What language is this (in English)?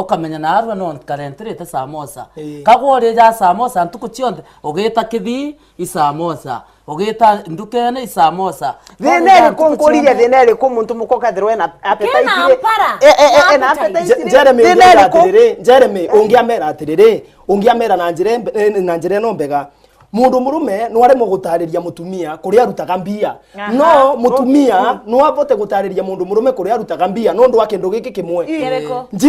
Meru